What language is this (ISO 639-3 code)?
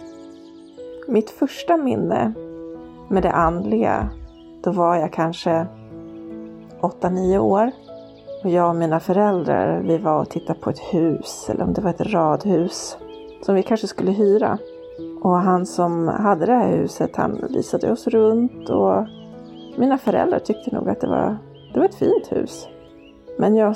swe